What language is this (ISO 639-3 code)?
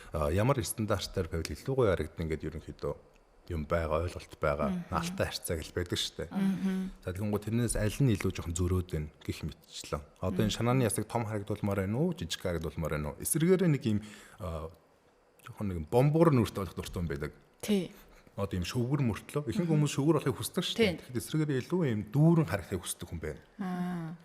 mon